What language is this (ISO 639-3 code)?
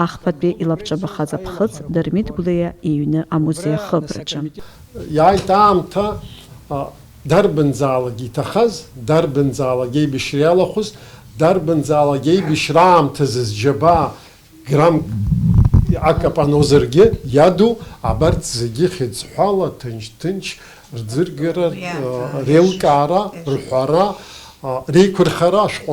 abk